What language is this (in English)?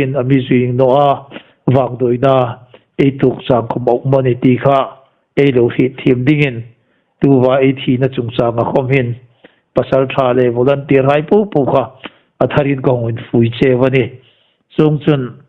Hmar